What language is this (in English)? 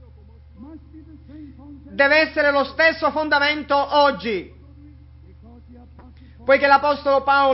Italian